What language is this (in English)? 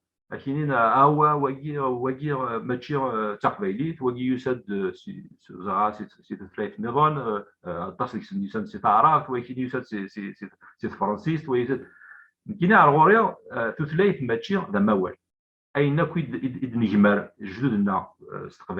Kabyle